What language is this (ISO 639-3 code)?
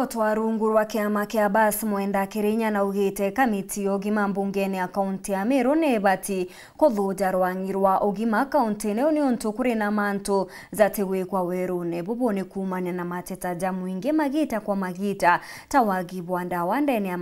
mer